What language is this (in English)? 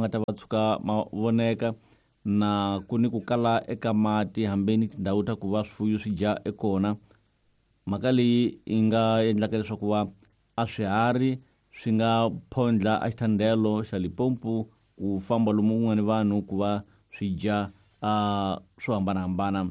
Tsonga